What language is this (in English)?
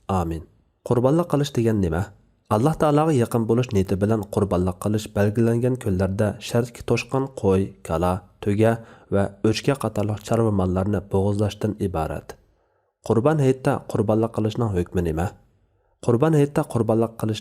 Uyghur